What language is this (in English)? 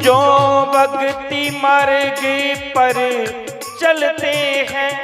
Dogri